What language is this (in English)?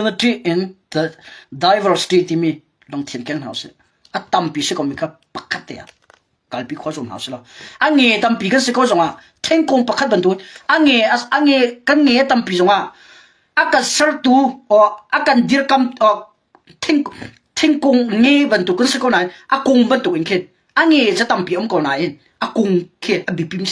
Hakha Chin